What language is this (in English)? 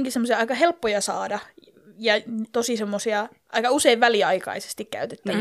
Finnish